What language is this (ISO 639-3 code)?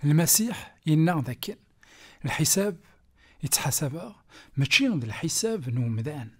kab